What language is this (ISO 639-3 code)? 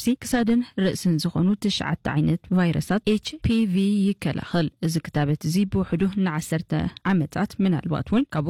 tir